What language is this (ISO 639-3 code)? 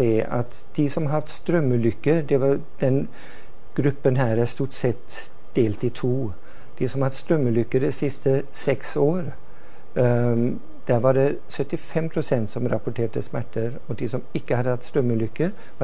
nor